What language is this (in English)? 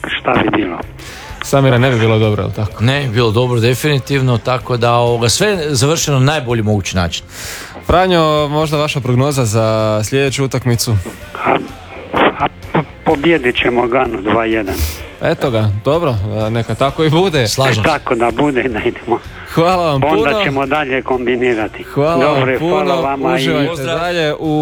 Croatian